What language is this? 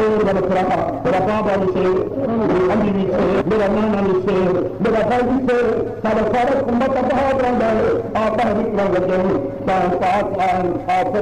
Saraiki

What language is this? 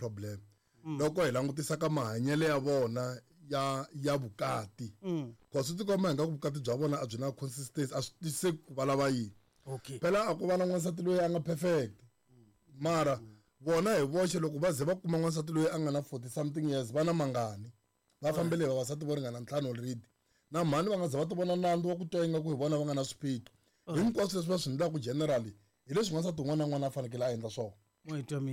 Tsonga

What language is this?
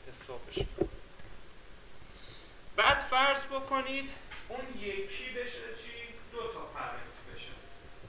Persian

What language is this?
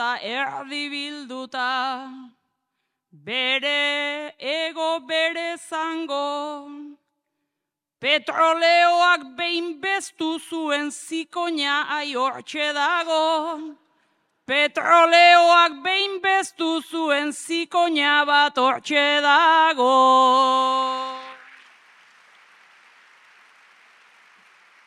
Basque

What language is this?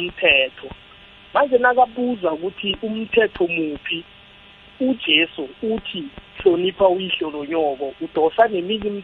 South Ndebele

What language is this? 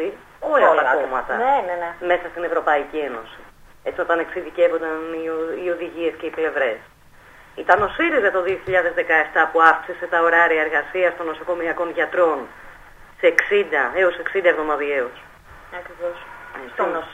Greek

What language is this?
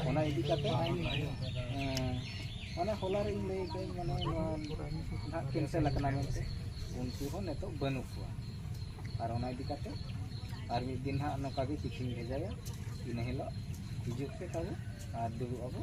Santali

